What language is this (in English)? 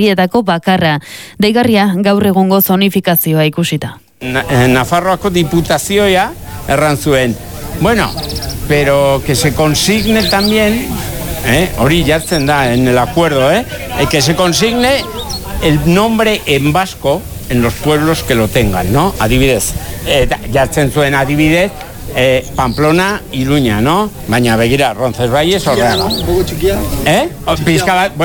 Basque